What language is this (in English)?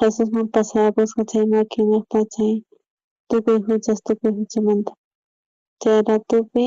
South Bolivian Quechua